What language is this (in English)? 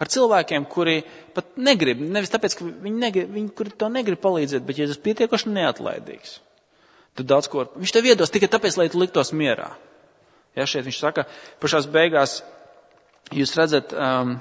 Latvian